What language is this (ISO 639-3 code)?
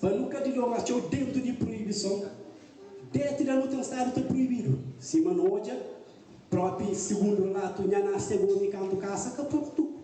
kea